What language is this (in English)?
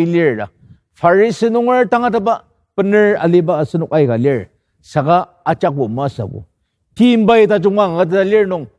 Ao Naga